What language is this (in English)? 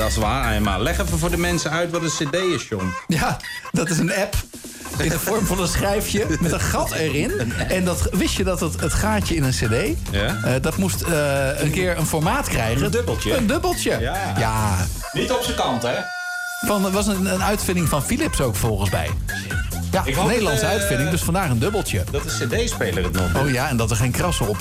Dutch